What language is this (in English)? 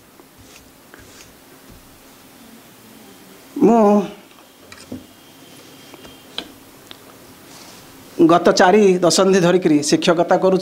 Odia